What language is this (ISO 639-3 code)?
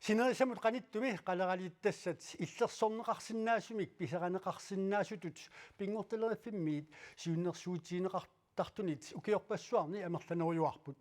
kal